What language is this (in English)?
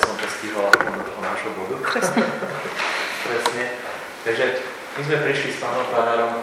Slovak